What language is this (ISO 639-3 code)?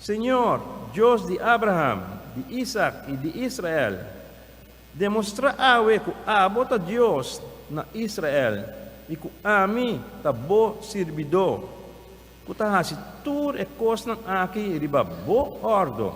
pap